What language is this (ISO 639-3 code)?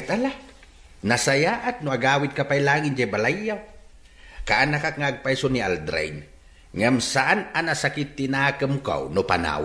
ilo